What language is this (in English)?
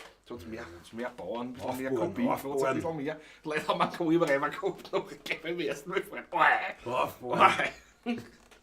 Bavarian